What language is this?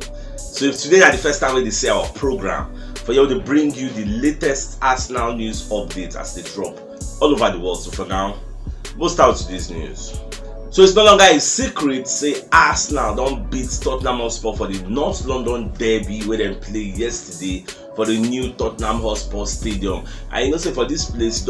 Nigerian Pidgin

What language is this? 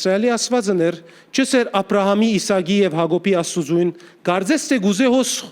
Western Armenian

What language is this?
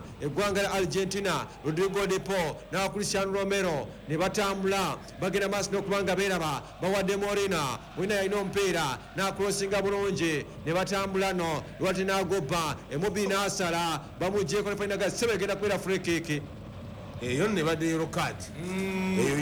Ganda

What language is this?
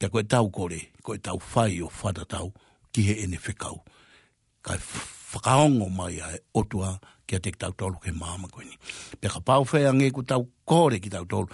Tongan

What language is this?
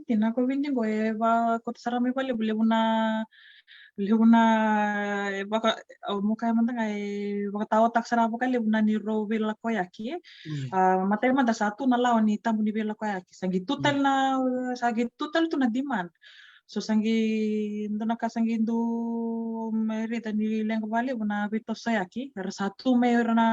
Fijian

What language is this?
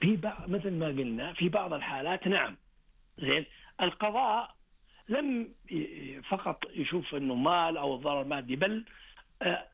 Najdi Arabic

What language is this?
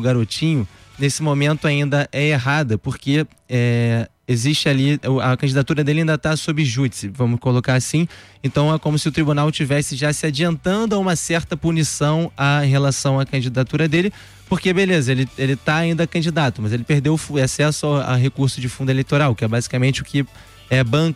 Portuguese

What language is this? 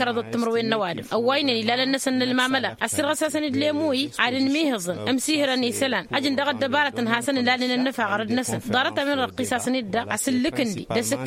Tamasheq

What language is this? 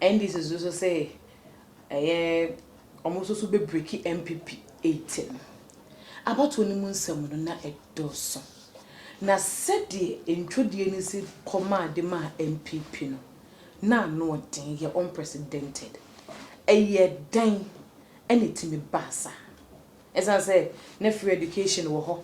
Akan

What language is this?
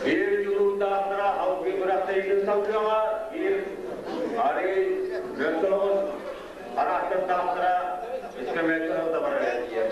Yakut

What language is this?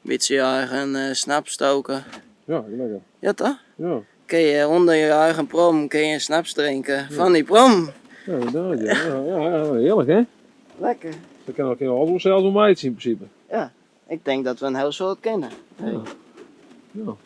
Western Frisian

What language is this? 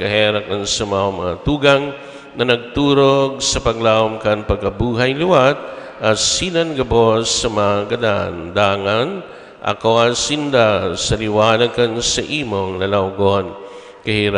Bikol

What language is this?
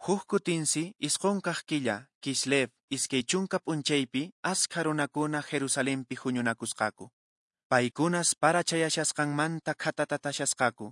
Quechua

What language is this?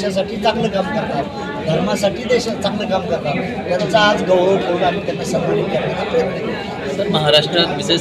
Marathi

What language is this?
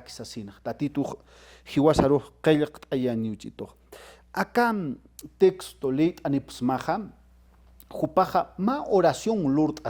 Aymara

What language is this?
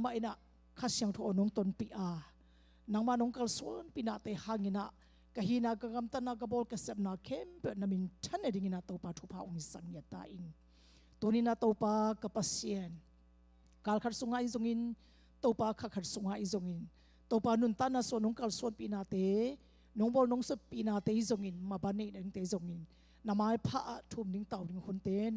Tedim Chin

